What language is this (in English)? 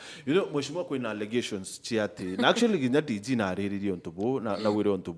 Meru